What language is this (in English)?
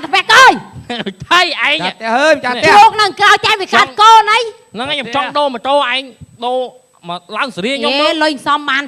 Khmer